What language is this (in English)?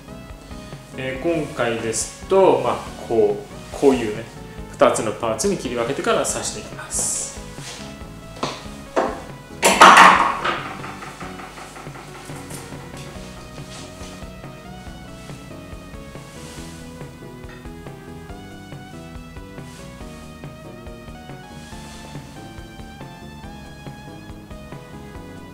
Japanese